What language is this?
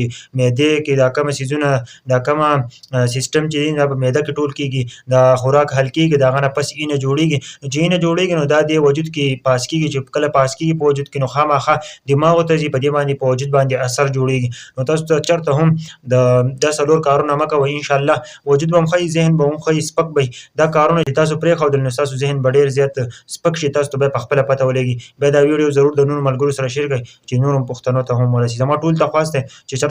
Pashto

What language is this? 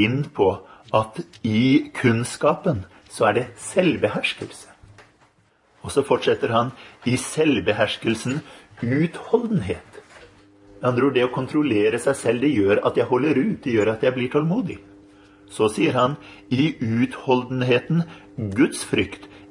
Norwegian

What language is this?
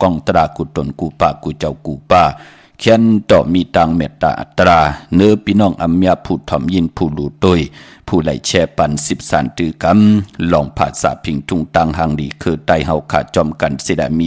Shan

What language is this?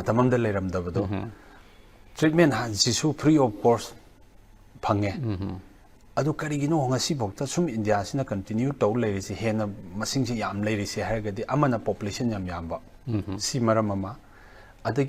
Manipuri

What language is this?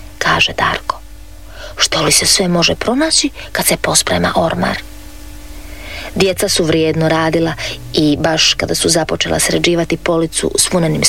Croatian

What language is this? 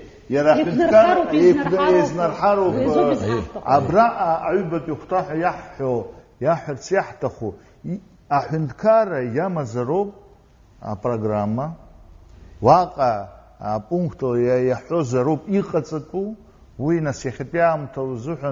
Abkhazian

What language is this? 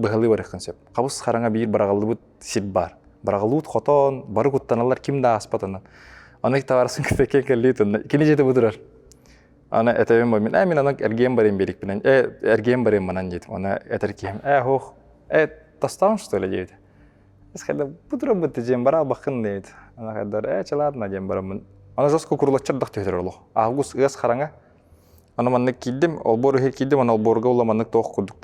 Yakut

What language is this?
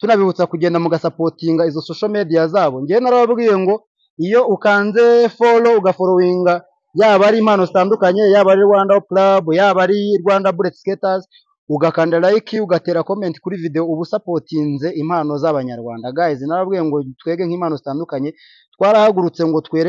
Kinyarwanda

